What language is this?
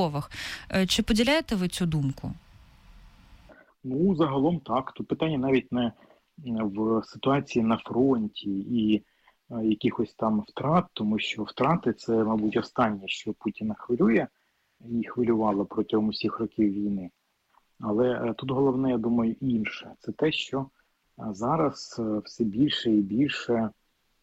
Ukrainian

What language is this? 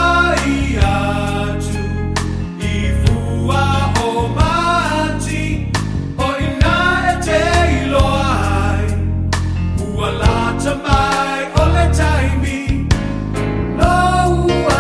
Samoan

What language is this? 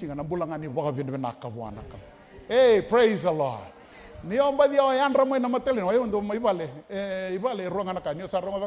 Fijian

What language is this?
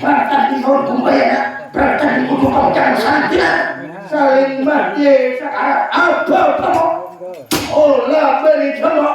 Banjar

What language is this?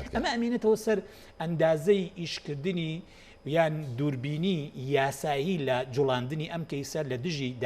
Central Kurdish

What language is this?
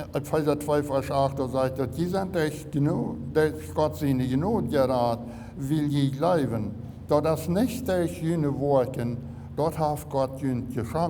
Plautdietsch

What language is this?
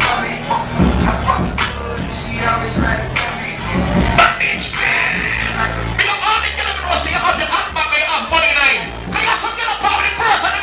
Jamaican Creole English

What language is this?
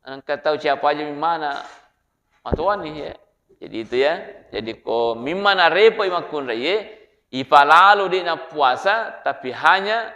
Buginese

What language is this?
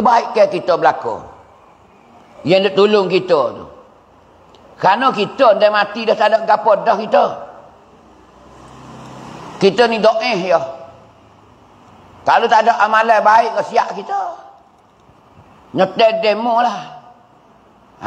Pattani Malay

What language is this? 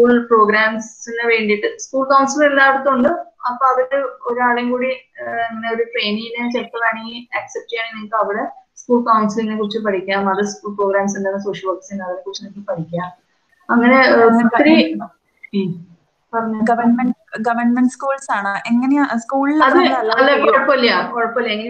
Malayalam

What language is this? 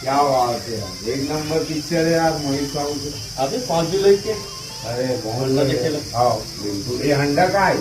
Chhattisgarhi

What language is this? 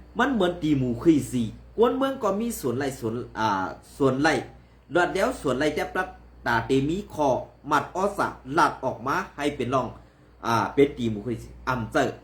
Shan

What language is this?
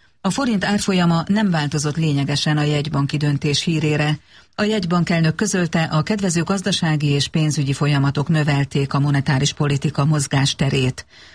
Hungarian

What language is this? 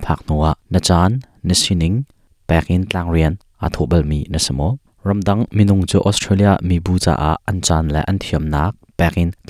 Hakha Chin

